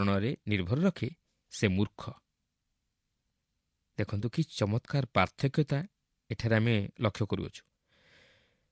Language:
Odia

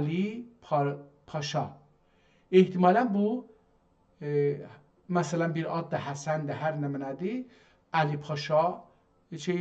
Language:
South Azerbaijani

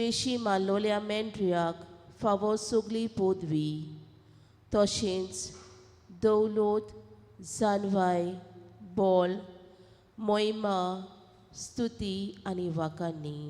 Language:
Konkani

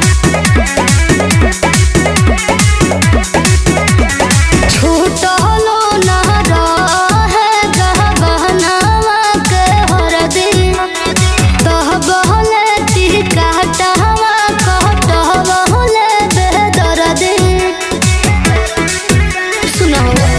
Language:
Bhojpuri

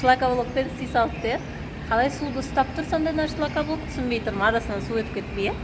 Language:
Kazakh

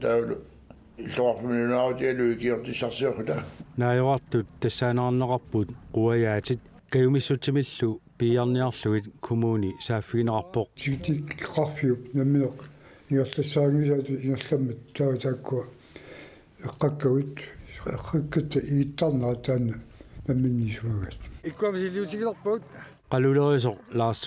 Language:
Kalaallisut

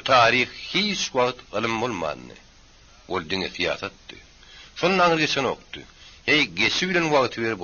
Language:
Turkmen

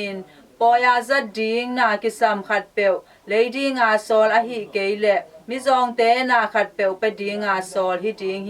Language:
Tedim Chin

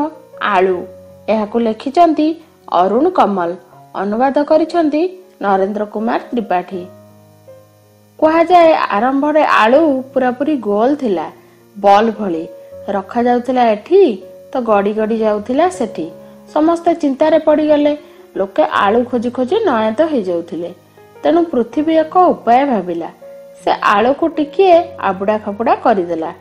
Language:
Odia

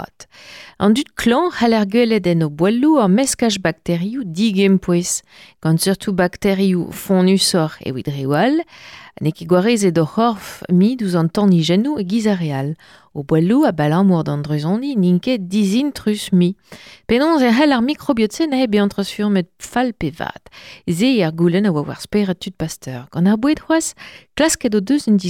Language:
Breton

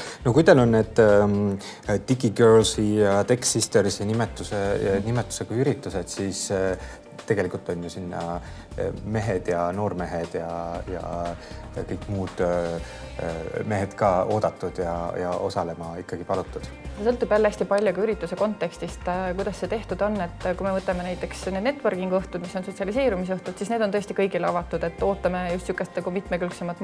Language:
Estonian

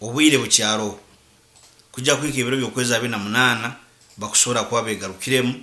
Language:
Nyoro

